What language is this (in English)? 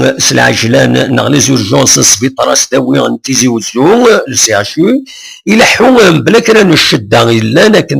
Kabyle